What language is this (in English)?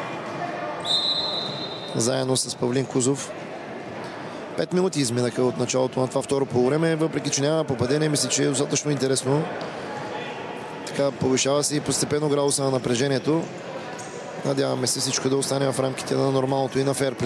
Bulgarian